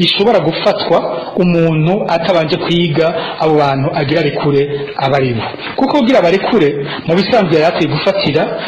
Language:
Rundi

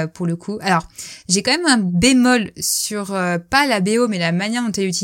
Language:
French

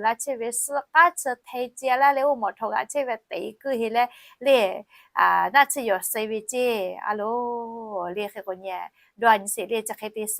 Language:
Lahu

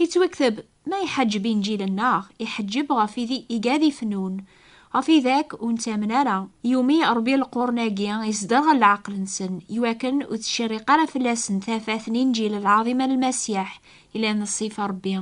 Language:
Kabyle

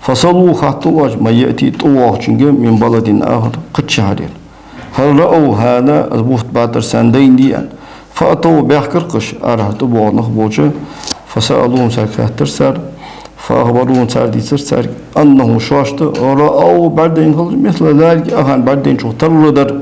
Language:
Ingush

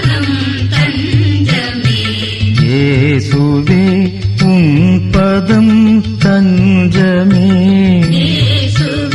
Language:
Tamil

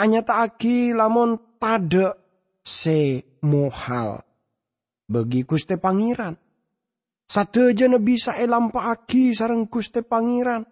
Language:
Madurese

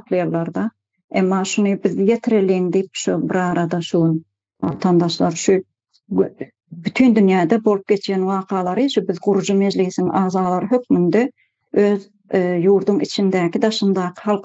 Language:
Turkmen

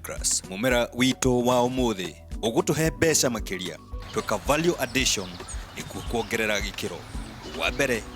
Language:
Kikuyu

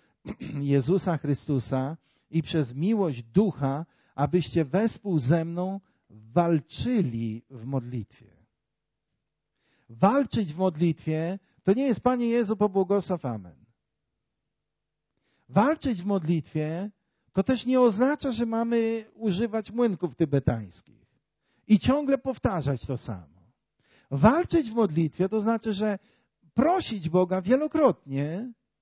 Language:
Polish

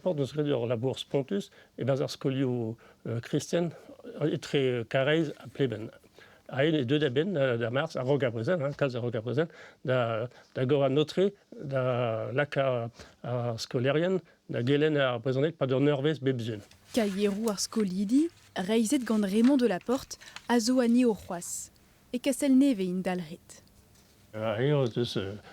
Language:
Breton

